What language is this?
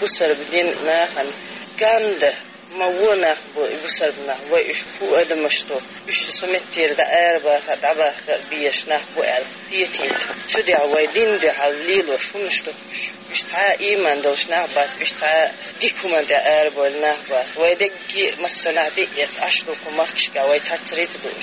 Chechen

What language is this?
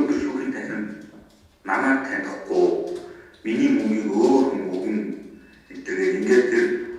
Mongolian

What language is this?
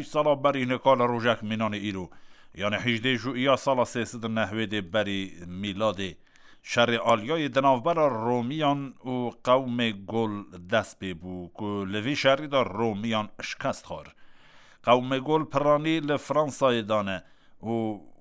Kurdish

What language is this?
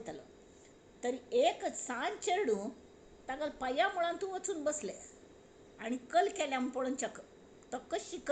Konkani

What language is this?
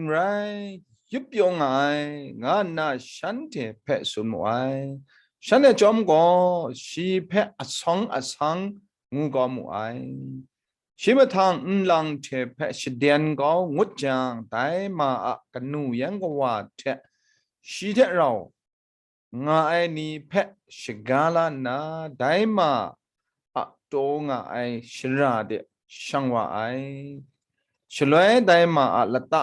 Kachin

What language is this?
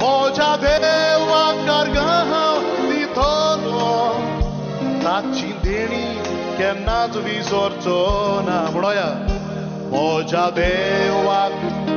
Konkani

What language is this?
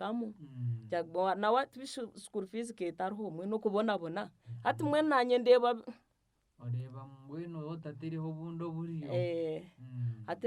Nyankole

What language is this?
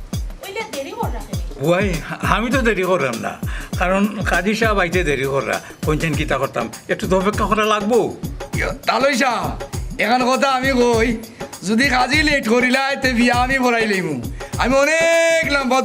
Sylheti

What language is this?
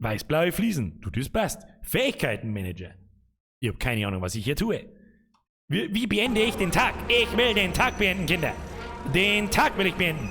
Bavarian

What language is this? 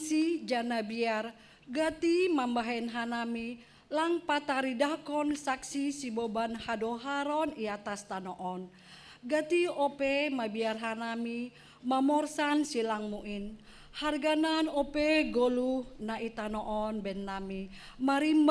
Batak Simalungun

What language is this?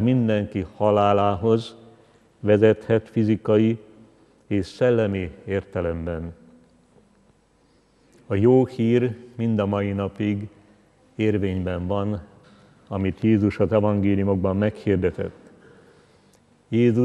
Hungarian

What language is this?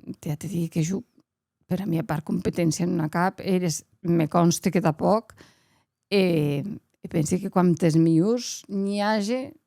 Occitan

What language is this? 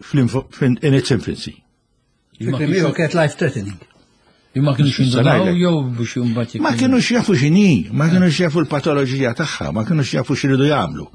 Maltese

